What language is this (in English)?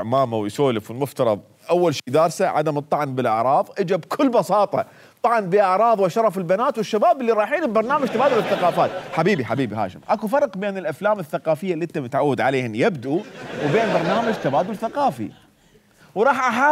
Mesopotamian Arabic